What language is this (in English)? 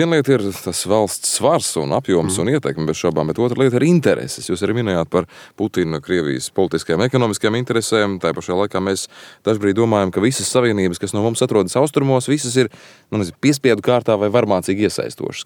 Latvian